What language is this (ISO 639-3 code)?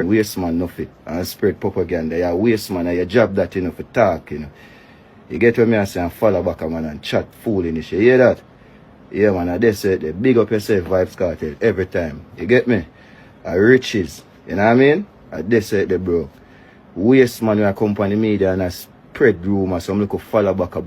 jam